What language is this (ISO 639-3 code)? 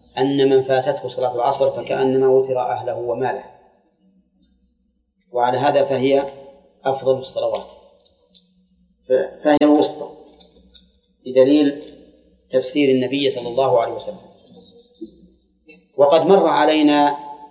ara